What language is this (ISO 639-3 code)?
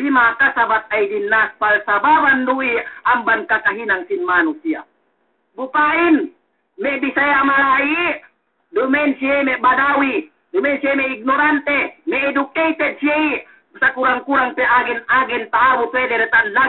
yka